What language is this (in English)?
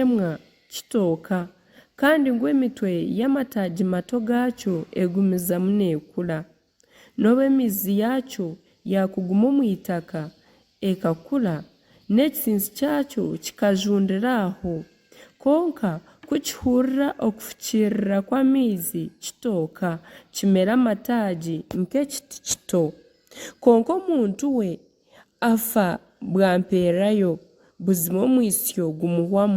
Nyankole